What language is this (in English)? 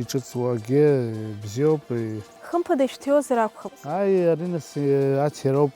Abkhazian